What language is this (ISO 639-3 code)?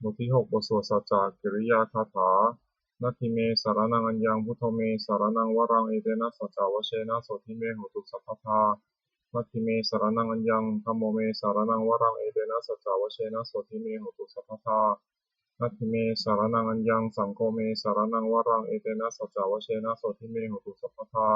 pli